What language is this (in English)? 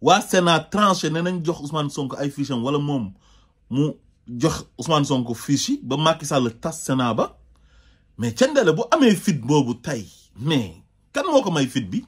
Wolof